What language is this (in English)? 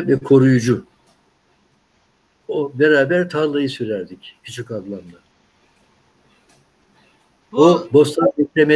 Turkish